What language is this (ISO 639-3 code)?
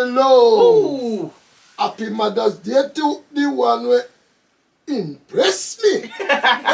jam